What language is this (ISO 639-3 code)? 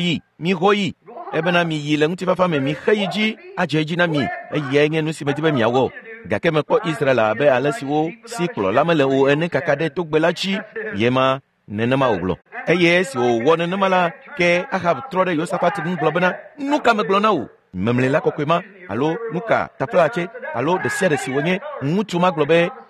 ewe